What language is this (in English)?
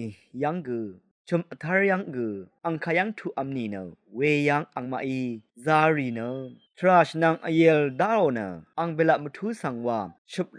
Rawang